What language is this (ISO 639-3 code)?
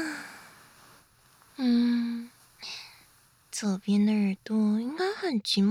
zho